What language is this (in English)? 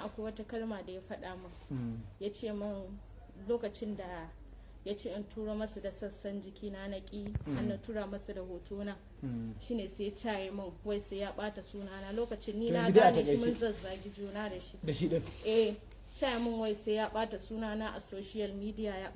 Hausa